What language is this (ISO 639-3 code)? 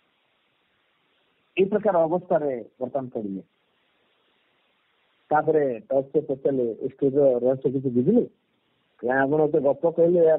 ori